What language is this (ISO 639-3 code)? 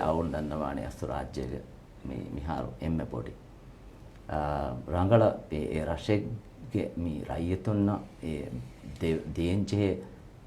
div